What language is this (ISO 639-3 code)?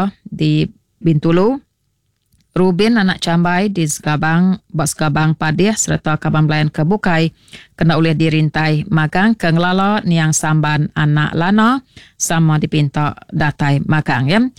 iba